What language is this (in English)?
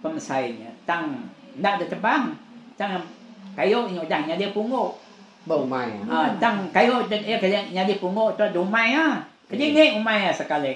Iban